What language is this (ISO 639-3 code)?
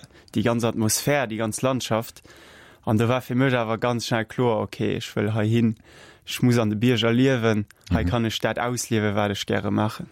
ltz